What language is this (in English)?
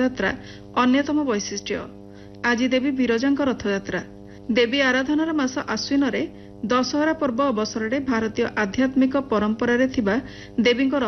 Odia